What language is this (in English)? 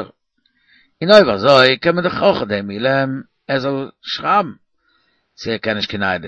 Yiddish